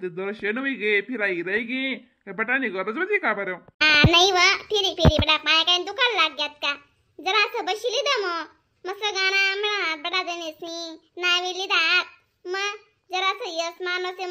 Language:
Khandesi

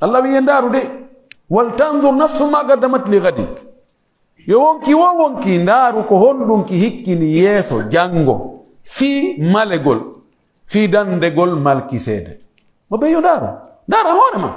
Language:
Pular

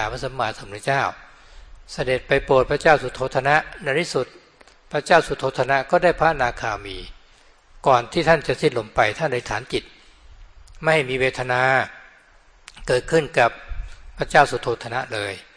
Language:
Thai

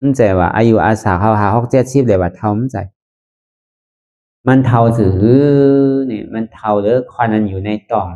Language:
Shan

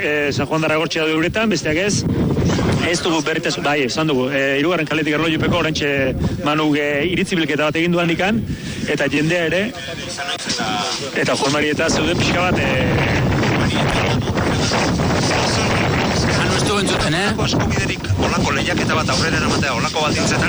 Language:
Basque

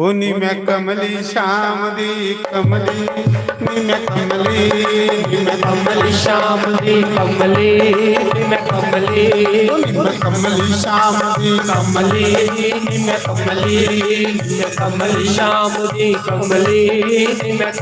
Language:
Dogri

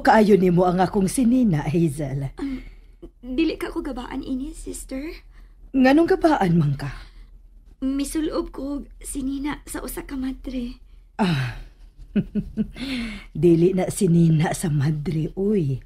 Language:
Cebuano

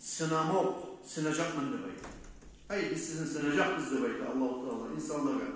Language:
Kumyk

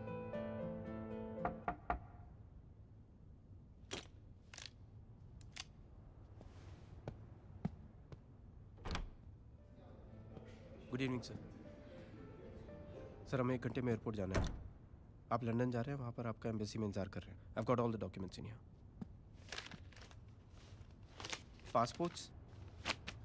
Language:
Hindi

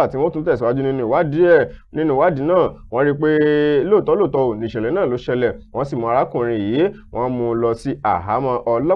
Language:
Yoruba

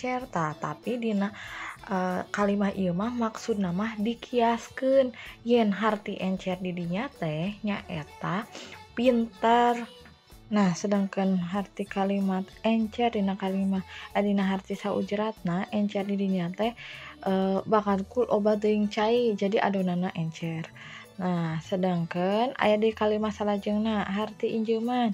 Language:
Sundanese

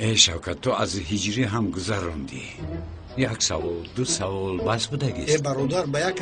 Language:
Tajik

